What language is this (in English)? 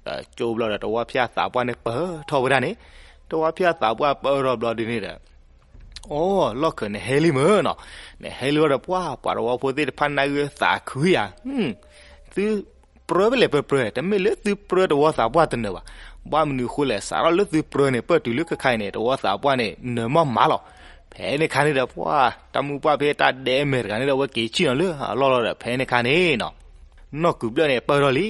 S'gaw Karen